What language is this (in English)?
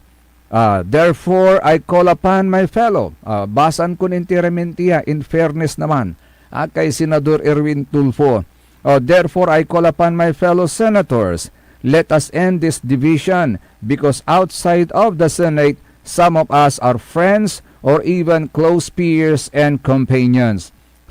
Pangasinan